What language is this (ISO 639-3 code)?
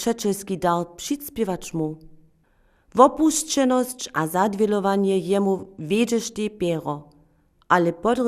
hsb